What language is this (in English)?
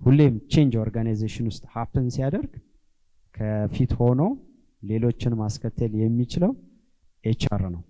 Amharic